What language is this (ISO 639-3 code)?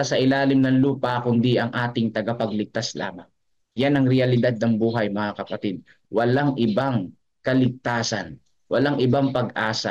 fil